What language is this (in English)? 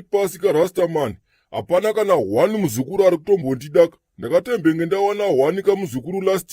Shona